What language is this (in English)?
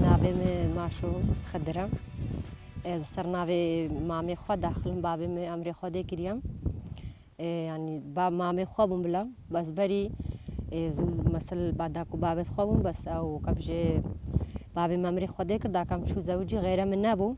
Kurdish